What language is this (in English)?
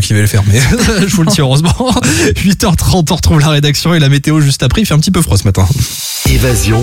French